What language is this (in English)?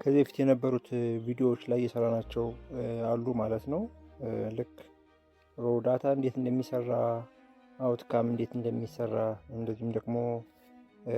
Amharic